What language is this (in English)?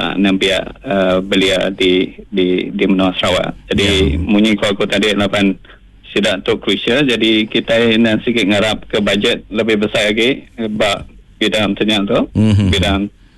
Iban